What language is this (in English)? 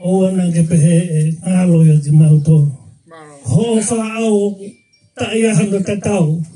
Tongan